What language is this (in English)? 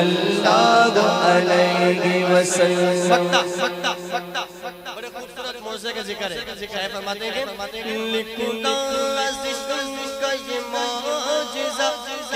Urdu